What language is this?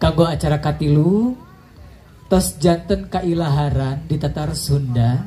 Sundanese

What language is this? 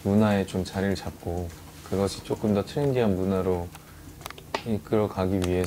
Korean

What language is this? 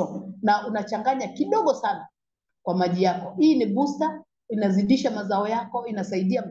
Swahili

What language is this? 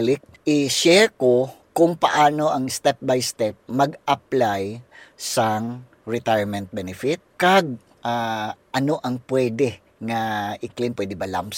Hiligaynon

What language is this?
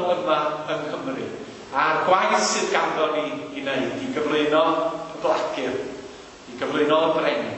Welsh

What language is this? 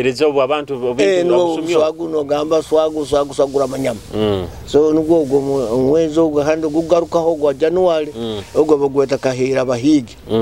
Nyoro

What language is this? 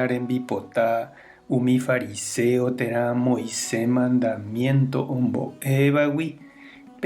Guarani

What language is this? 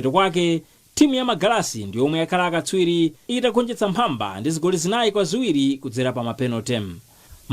Nyanja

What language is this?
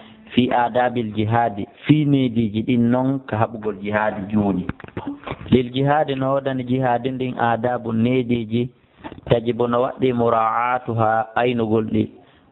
Fula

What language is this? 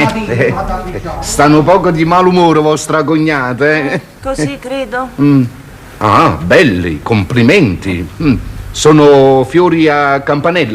Neapolitan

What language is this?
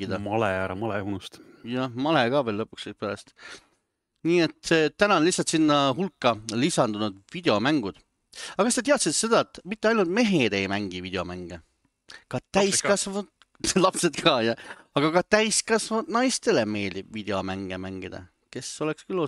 Estonian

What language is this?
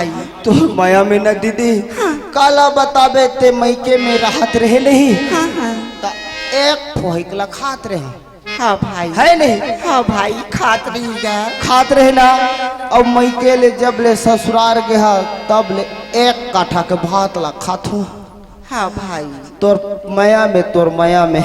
Chhattisgarhi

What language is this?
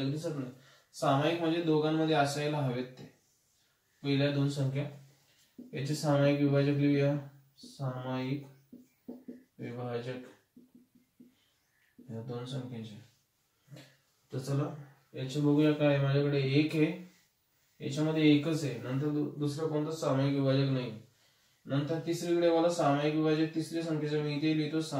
Marathi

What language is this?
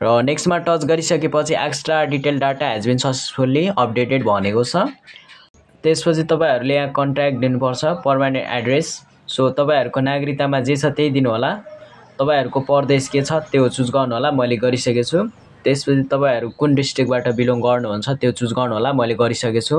Nepali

